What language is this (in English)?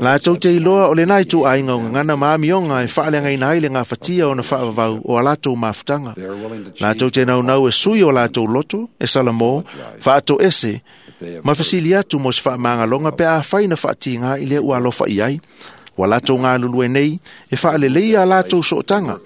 Samoan